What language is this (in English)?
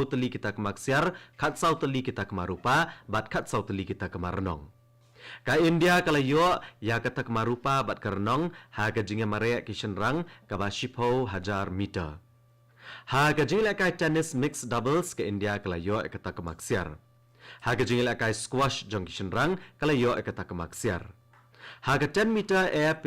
Khasi